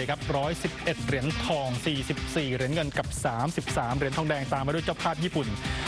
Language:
Thai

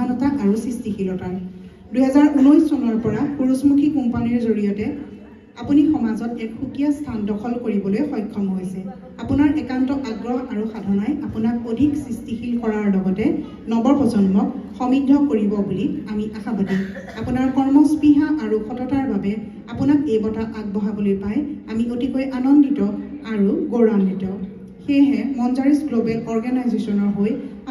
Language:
Assamese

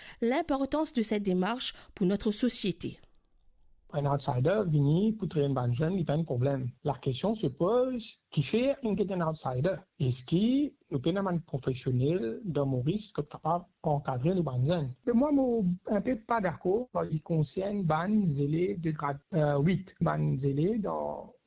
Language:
Morisyen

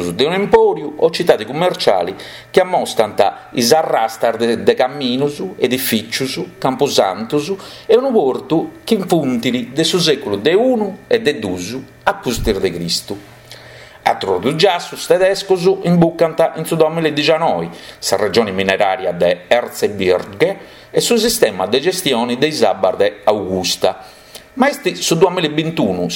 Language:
Sardinian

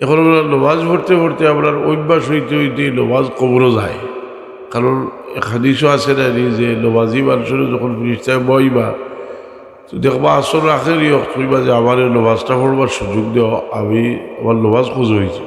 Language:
Sylheti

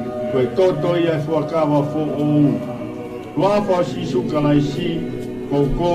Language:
Tongan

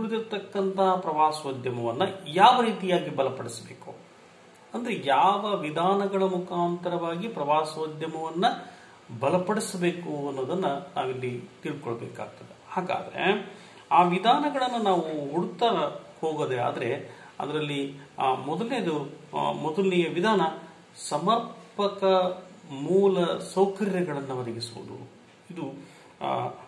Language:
Kannada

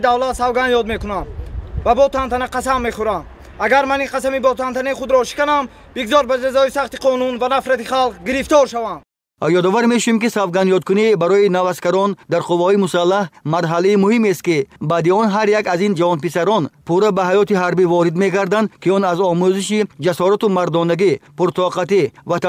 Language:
Tajik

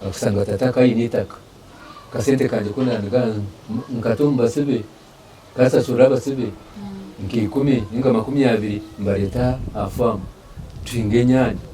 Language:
Nyankole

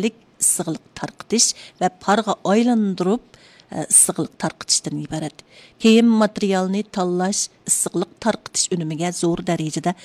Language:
Uyghur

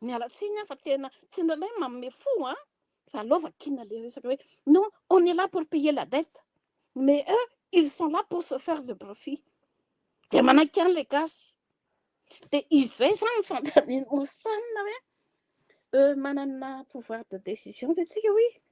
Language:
Malagasy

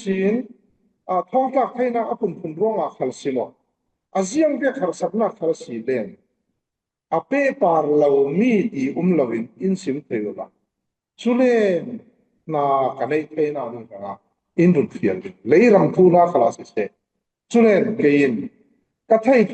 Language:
Falam Chin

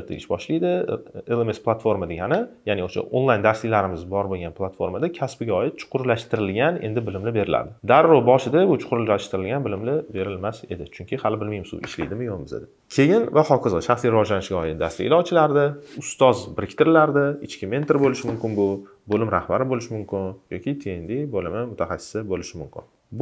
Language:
Uzbek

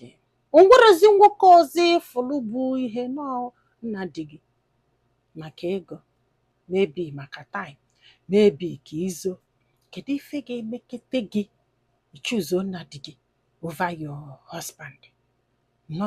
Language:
Igbo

